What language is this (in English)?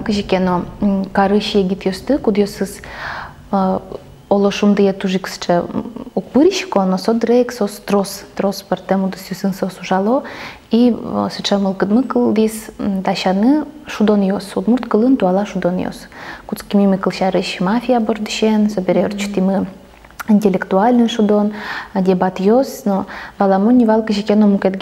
Udmurt